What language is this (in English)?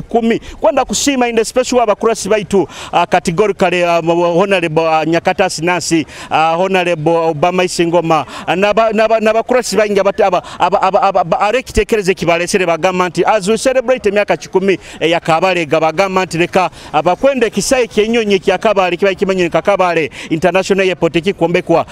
Nyoro